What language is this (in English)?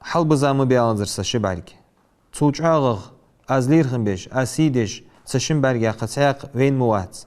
Ingush